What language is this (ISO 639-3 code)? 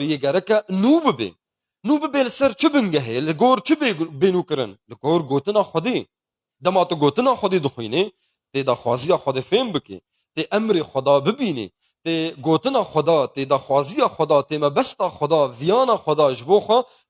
kur